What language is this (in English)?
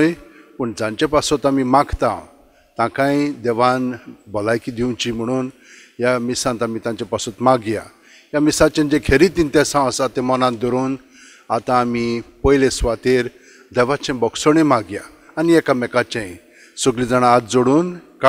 Konkani